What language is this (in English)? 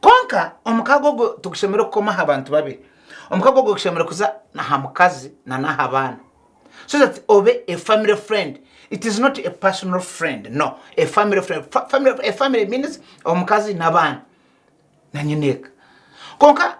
Nyankole